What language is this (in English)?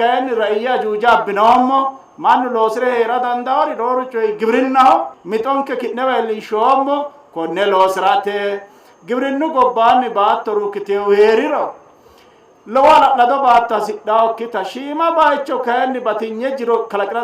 Sidamo